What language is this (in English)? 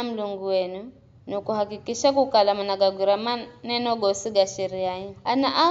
Giryama